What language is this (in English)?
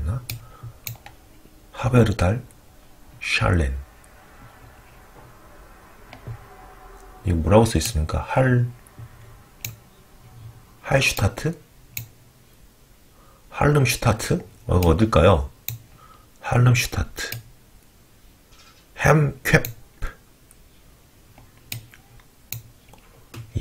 Korean